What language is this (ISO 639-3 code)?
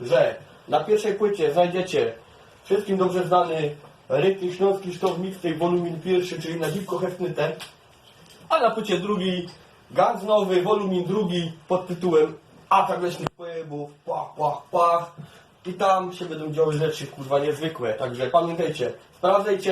szl